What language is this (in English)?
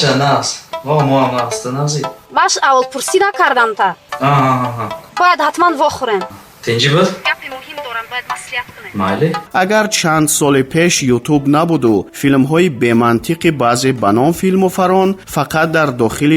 Tajik